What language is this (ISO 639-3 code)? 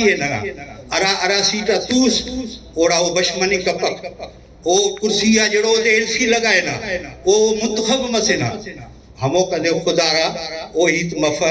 brh